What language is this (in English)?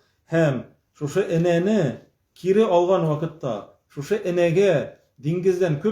Tatar